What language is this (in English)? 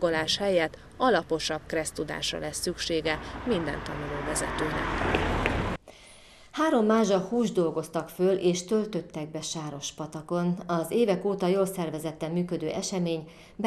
Hungarian